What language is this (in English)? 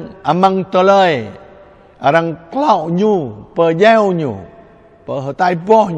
Jarai